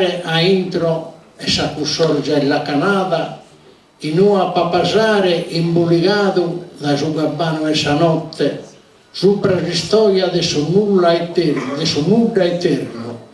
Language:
Sardinian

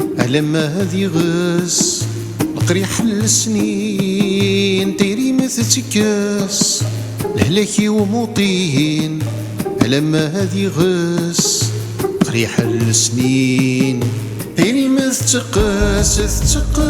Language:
Kabyle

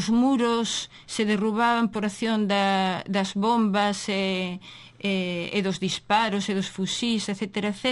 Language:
Galician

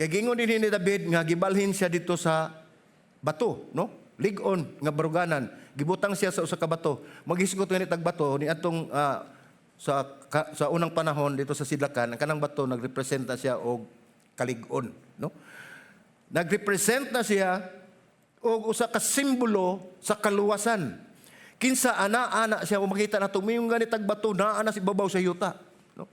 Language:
Cebuano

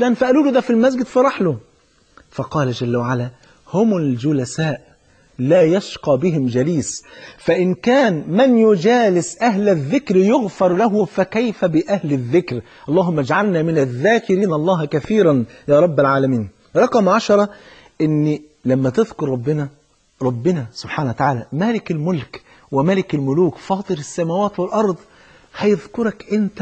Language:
Egyptian Arabic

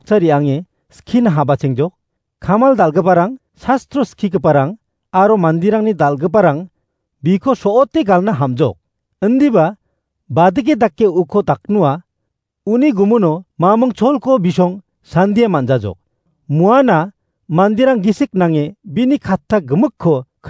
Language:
Garo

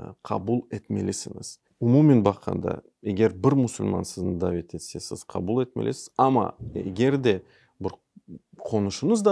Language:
Crimean Tatar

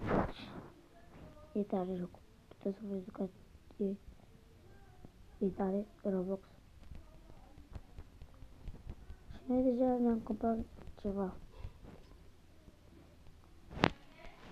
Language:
Romanian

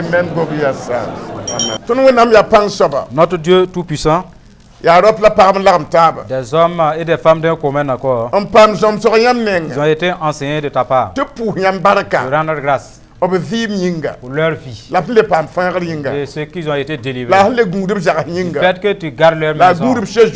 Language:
Mossi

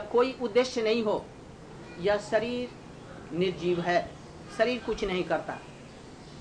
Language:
Hindi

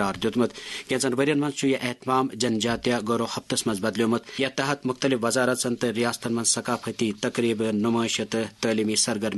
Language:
Kashmiri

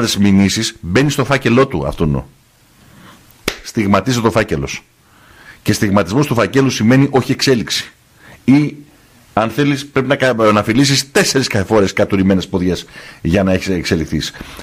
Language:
Greek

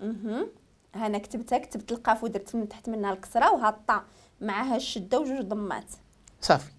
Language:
Moroccan Arabic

